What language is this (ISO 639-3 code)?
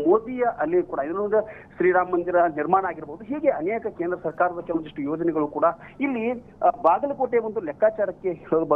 kan